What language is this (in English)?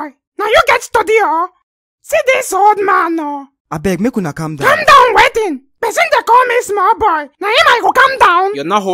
Nigerian Pidgin